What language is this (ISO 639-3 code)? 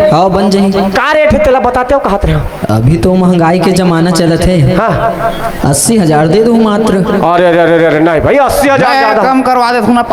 hne